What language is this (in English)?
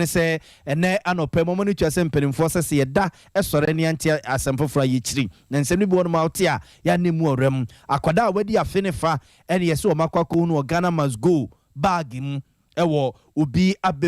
Akan